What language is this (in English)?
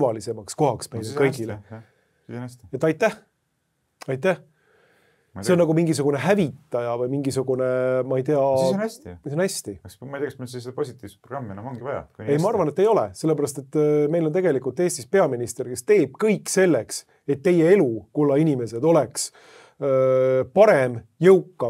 Estonian